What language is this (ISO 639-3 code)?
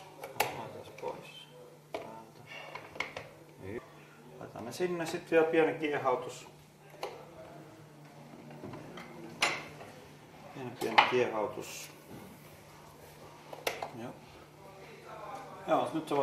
fin